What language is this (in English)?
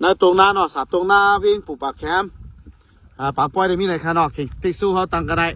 Shan